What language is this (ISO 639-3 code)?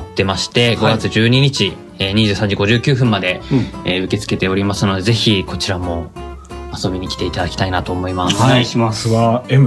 jpn